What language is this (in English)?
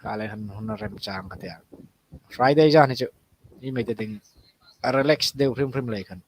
Hmar